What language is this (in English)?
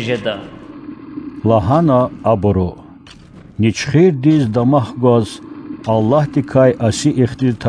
Lezghian